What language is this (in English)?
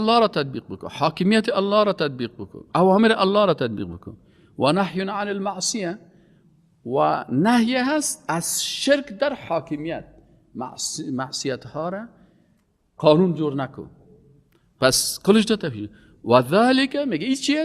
Persian